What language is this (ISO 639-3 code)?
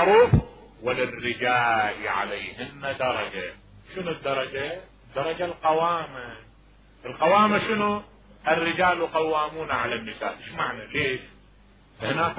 acm